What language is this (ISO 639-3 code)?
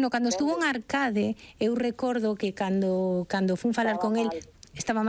glg